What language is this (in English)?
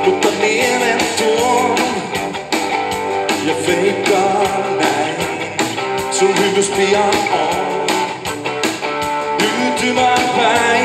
Finnish